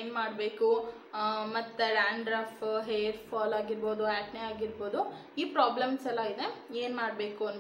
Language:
Kannada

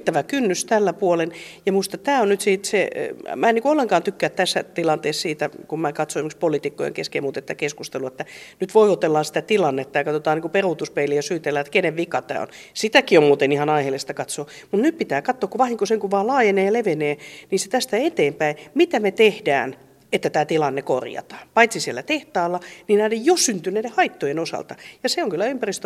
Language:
Finnish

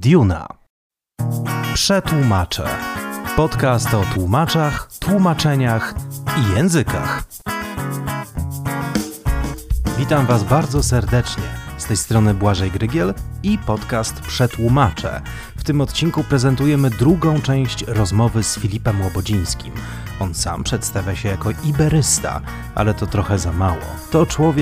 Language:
Polish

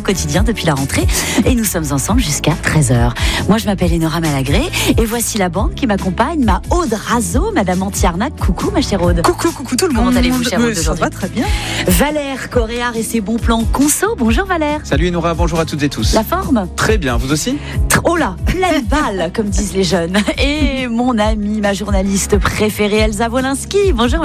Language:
French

